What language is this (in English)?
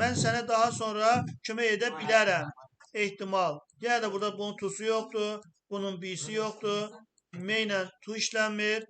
Azerbaijani